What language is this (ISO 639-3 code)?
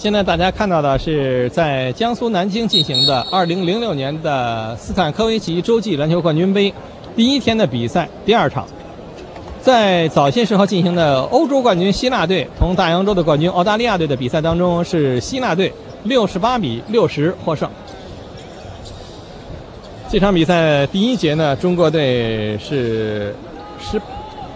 zho